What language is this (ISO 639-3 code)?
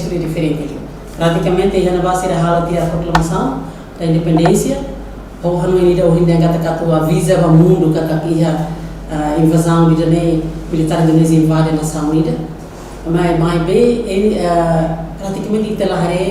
tet